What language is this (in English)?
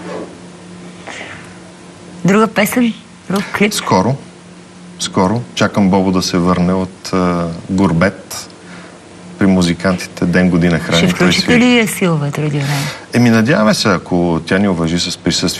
Bulgarian